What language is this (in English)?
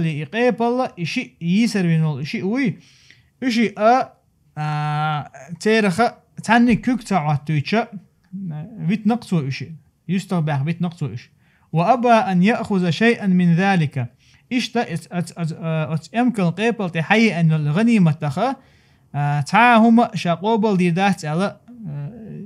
Chechen